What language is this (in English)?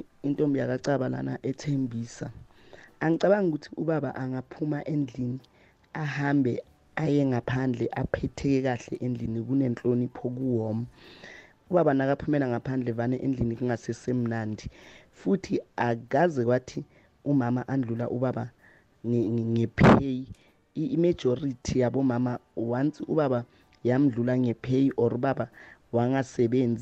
South Ndebele